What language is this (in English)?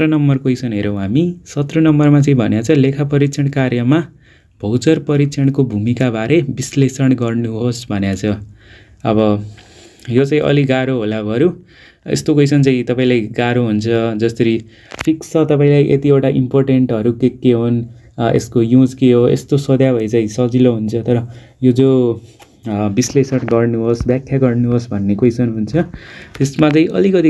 Nepali